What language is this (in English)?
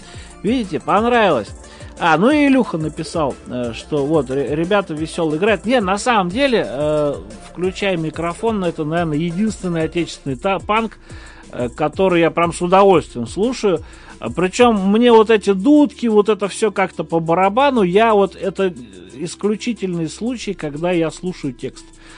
Russian